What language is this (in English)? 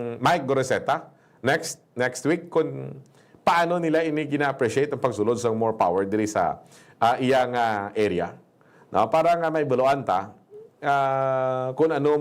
Hiligaynon